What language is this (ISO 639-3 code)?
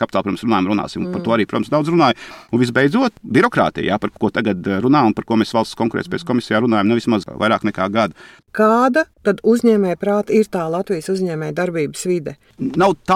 lav